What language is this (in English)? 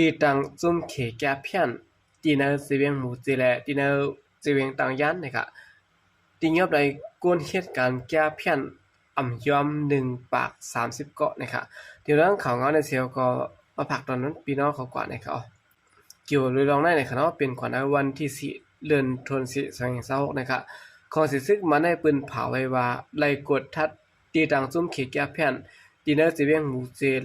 Shan